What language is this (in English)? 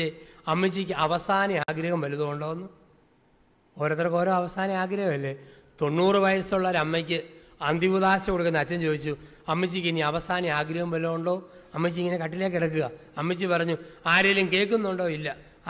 Malayalam